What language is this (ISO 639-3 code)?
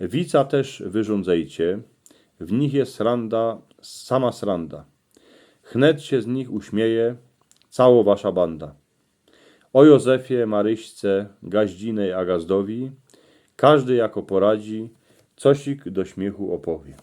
szl